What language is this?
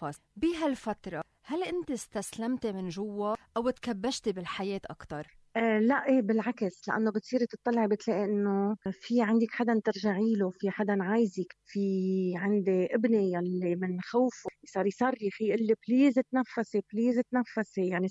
North Levantine Arabic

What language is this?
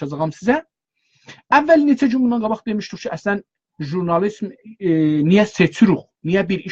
South Azerbaijani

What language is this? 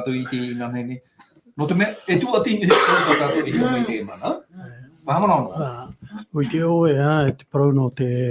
Tahitian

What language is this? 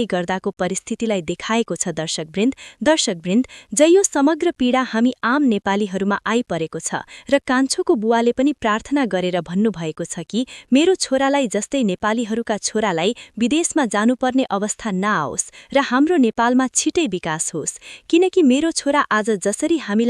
Nepali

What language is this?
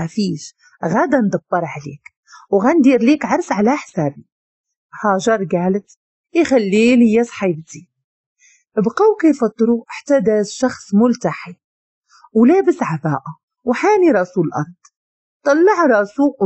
Moroccan Arabic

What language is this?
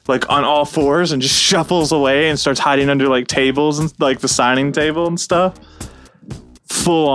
English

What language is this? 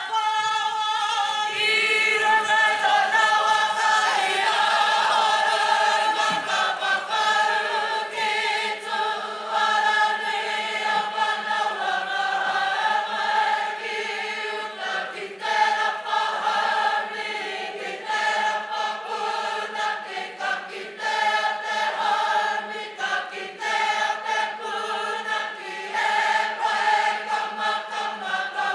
Māori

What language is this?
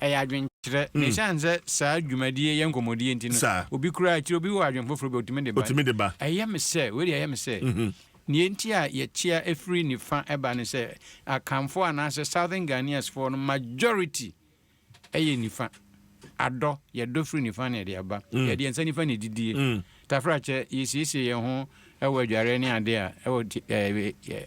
Akan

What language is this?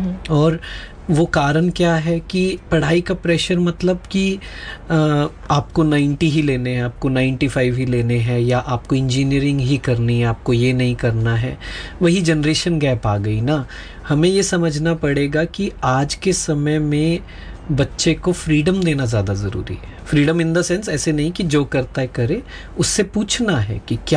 Hindi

